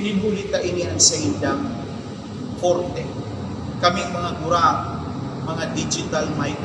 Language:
Bikol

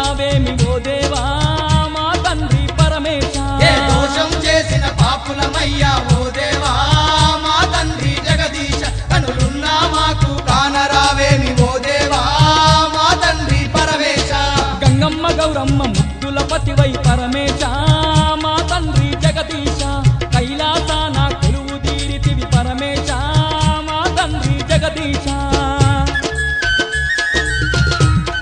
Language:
Telugu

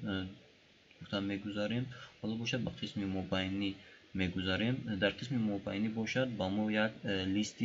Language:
Tajik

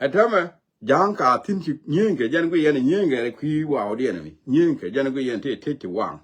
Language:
Nuer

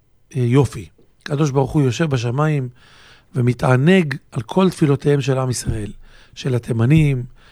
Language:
Hebrew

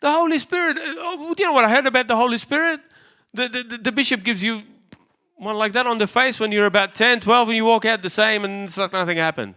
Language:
English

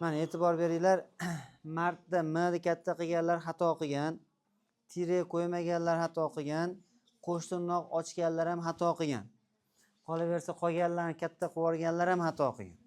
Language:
Uzbek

